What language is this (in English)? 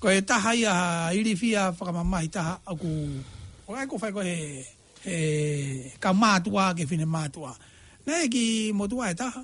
Tongan